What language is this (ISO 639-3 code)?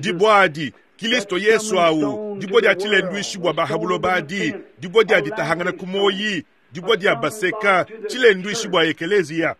lua